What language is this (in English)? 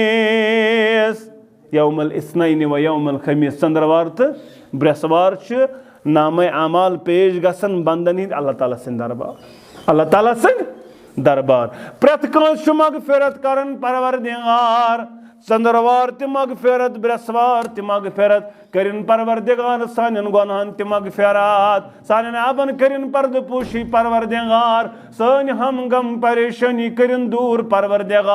Kashmiri